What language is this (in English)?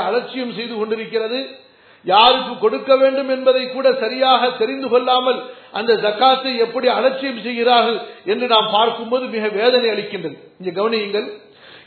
Tamil